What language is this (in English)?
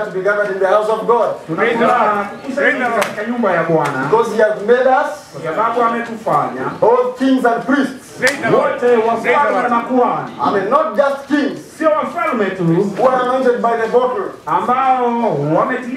Swahili